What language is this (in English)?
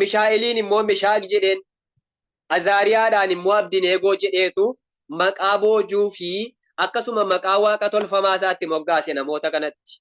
Oromo